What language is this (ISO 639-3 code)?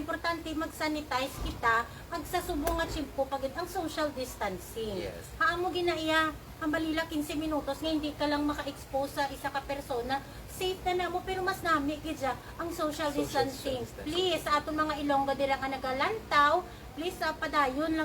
hil